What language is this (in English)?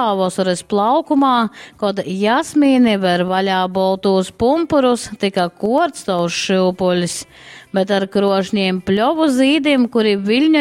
Latgalian